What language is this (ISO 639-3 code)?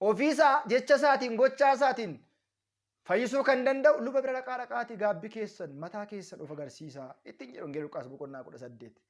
orm